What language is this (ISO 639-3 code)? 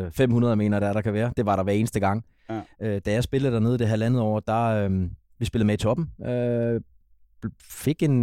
dan